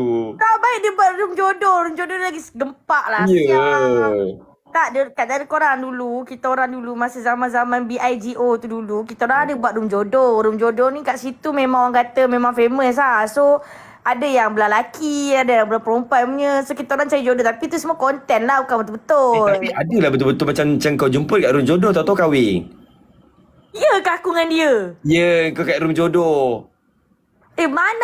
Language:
Malay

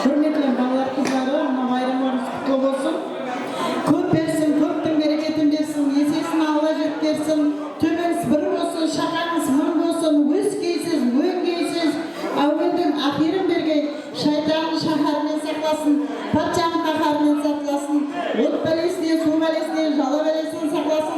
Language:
Kara-Kalpak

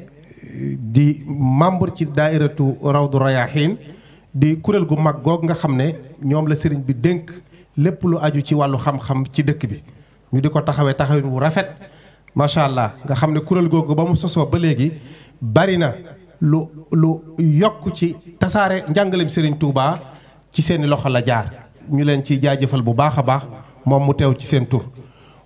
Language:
Wolof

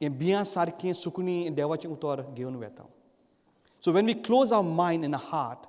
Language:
Konkani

